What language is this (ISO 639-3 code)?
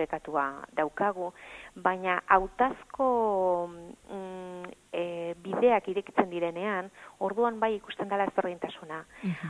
eus